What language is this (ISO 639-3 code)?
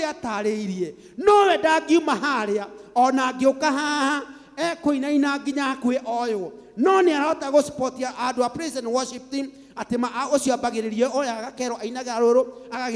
kik